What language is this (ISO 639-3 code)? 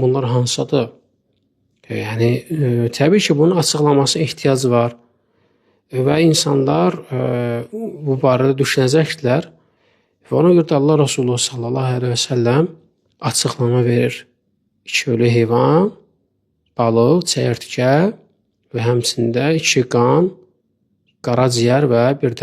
aze